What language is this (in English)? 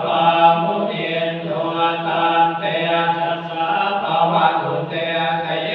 Pali